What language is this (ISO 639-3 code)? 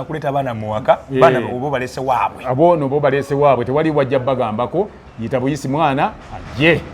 lug